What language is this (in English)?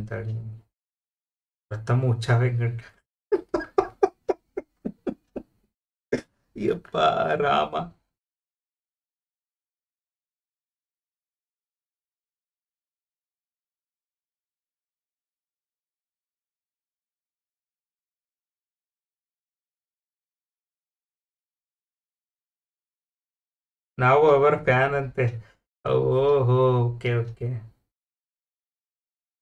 Kannada